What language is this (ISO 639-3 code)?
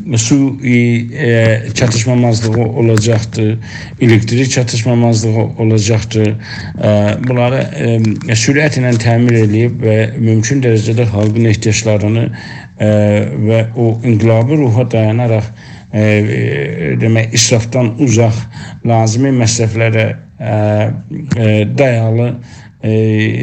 azb